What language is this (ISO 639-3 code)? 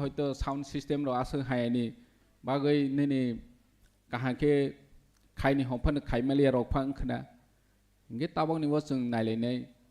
trp